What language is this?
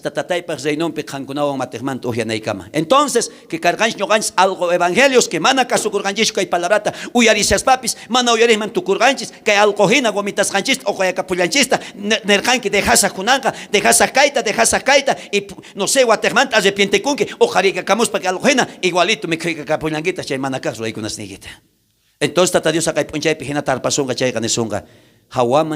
South Bolivian Quechua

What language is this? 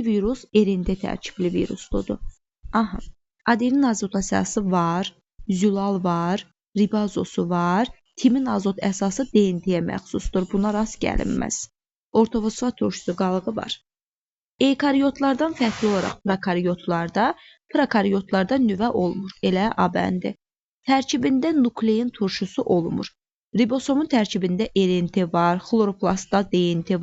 Azerbaijani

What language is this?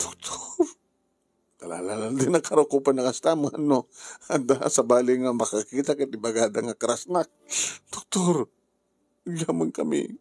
Iloko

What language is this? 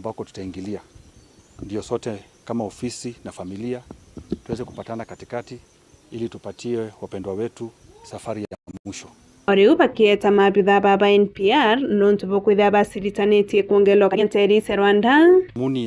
Meru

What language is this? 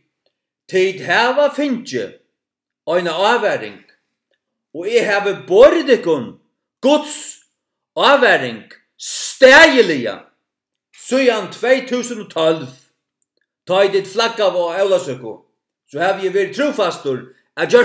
Faroese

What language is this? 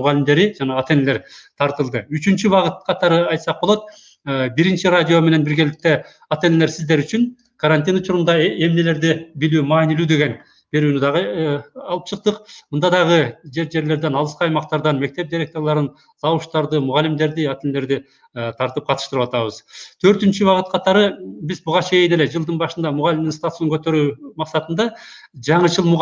Kyrgyz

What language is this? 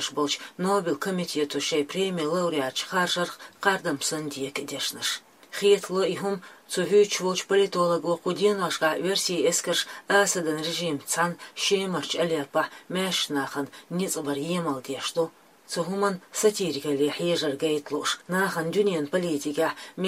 Chechen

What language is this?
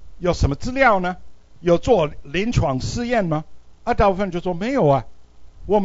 Chinese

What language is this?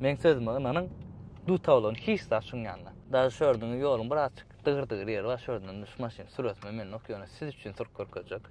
Turkmen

